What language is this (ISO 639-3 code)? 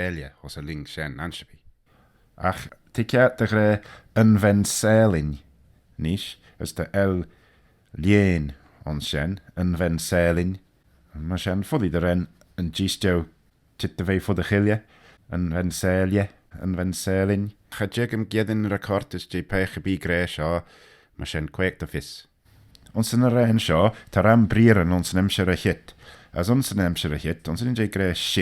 glv